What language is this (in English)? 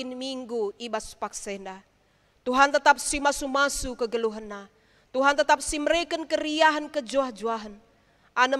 Batak Karo